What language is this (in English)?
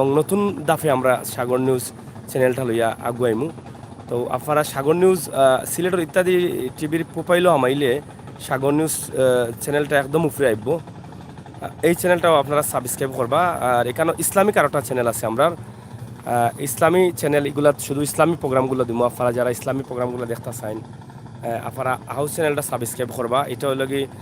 Sylheti